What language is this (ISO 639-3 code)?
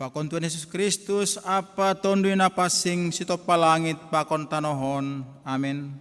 bts